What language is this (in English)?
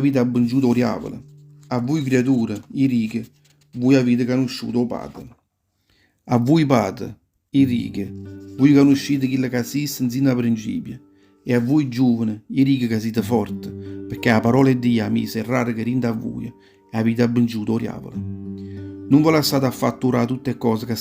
Neapolitan